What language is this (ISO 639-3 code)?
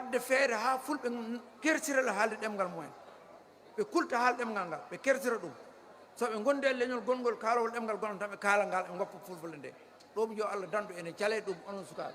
ful